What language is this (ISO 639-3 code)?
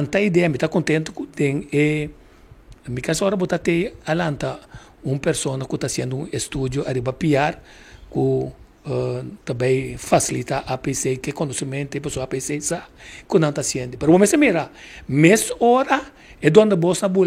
pap